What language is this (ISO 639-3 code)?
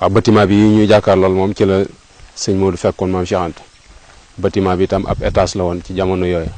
wol